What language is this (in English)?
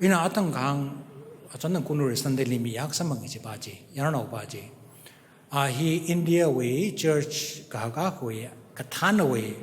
Tangkhul Naga (India)